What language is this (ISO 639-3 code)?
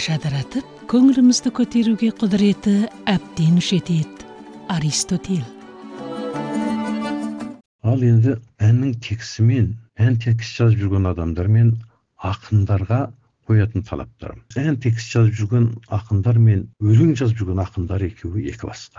kaz